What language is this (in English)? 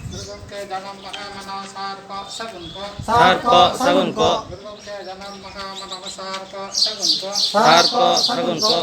Santali